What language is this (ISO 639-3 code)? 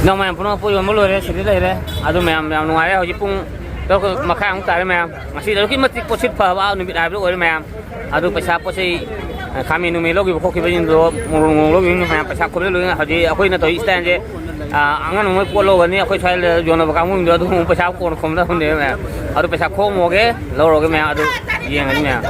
mni